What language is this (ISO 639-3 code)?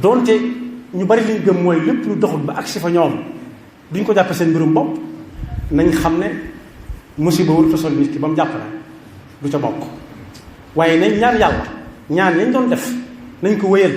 wol